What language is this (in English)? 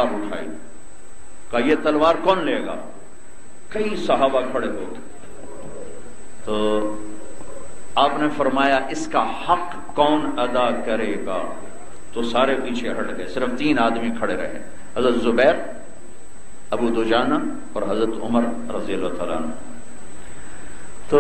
Urdu